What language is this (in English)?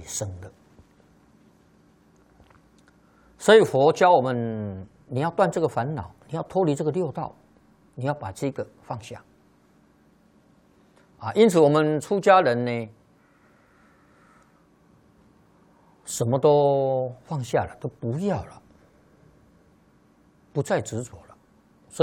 Chinese